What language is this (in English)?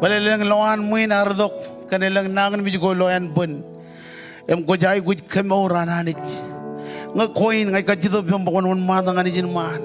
Marshallese